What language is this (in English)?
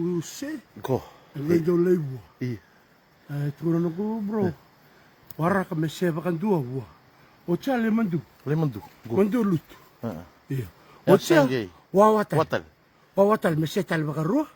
Fijian